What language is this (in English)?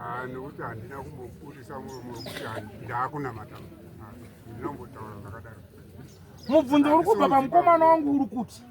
Shona